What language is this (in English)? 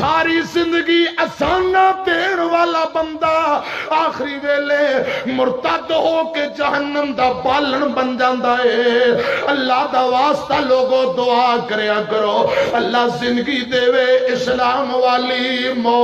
Western Panjabi